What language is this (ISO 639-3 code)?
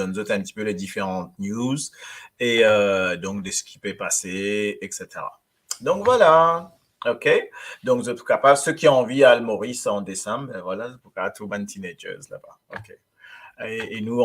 mfe